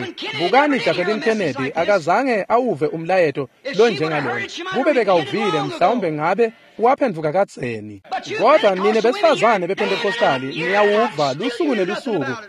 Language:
Swati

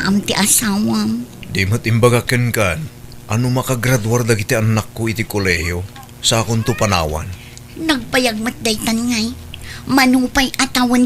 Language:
Iloko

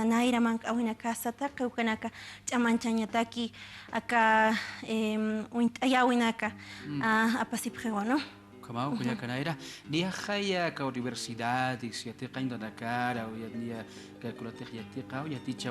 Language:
Aymara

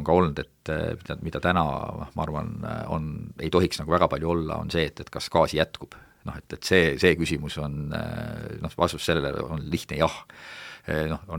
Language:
Estonian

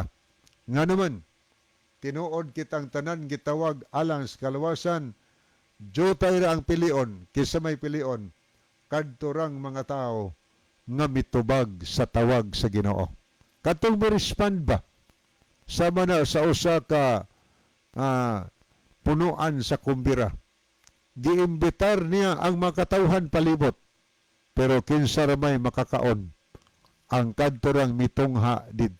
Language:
Cebuano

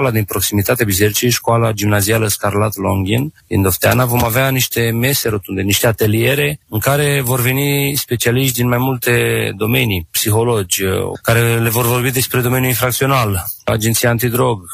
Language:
Romanian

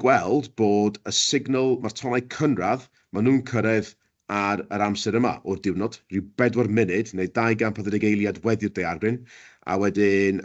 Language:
Welsh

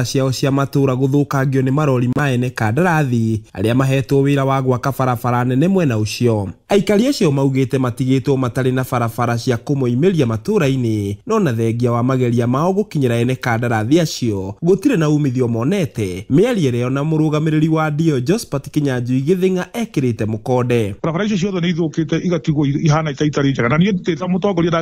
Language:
Kikuyu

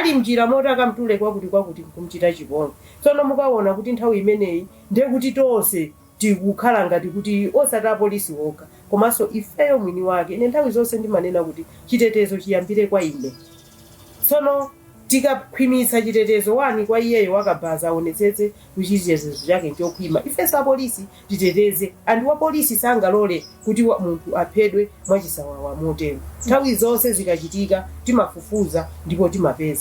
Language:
Nyanja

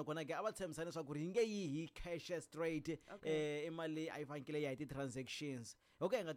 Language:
Tsonga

